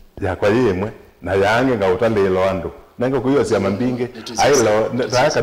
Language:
Kamba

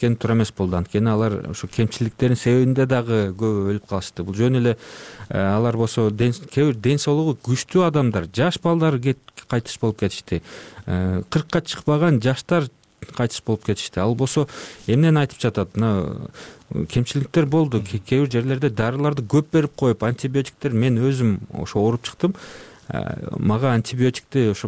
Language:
Kyrgyz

